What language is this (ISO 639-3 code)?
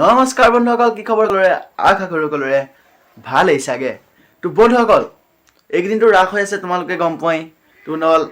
asm